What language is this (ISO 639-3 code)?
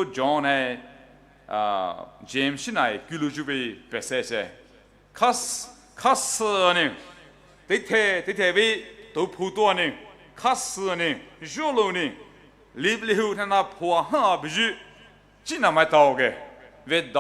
pmx